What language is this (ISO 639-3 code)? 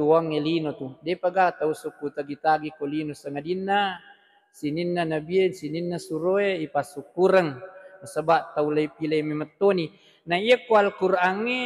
bug